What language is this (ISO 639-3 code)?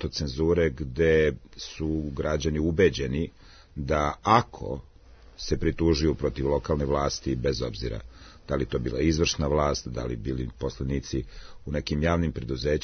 srp